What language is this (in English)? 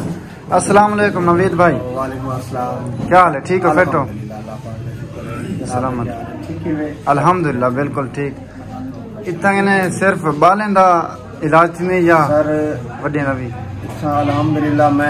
Saraiki